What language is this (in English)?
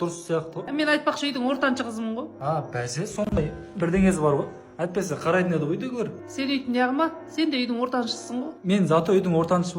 Kazakh